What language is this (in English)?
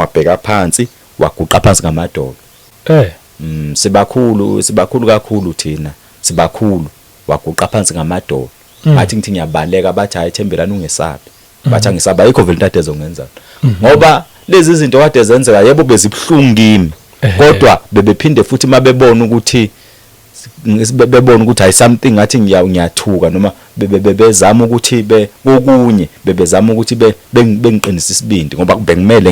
Zulu